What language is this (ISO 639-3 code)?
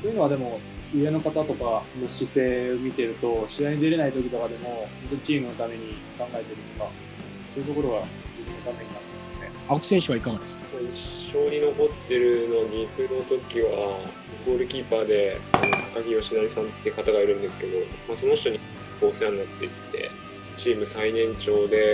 jpn